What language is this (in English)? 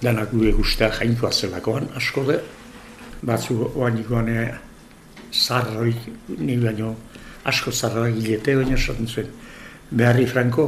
Basque